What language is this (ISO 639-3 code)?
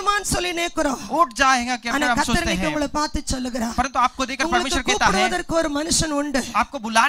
tam